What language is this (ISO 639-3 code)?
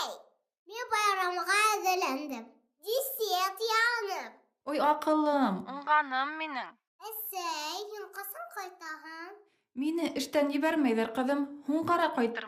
bak